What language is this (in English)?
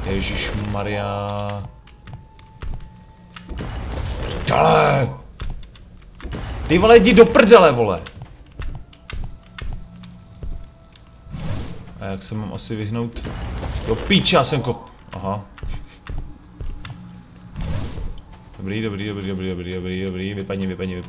Czech